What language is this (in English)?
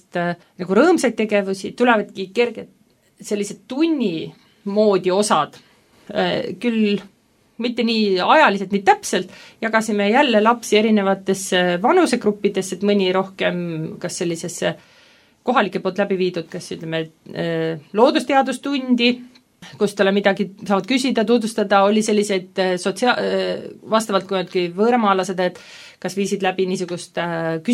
Estonian